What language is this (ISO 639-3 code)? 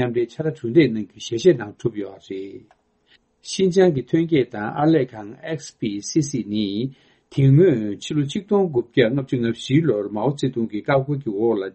bod